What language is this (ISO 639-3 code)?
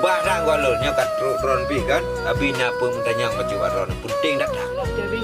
ace